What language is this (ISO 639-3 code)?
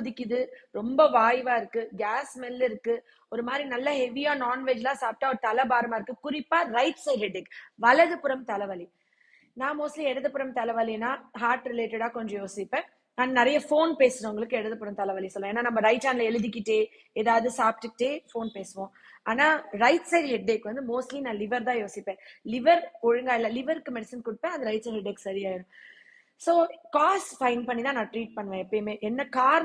tam